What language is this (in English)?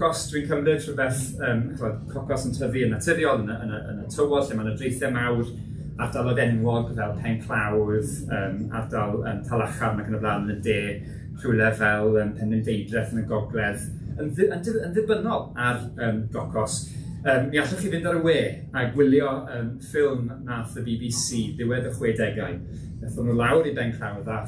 Welsh